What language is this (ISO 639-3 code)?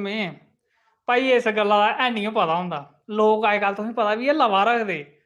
doi